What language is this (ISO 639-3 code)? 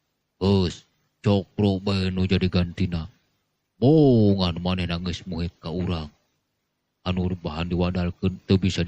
sun